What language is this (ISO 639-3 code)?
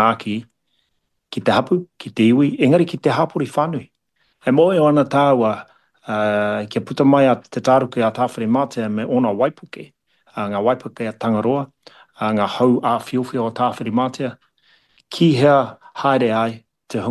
mri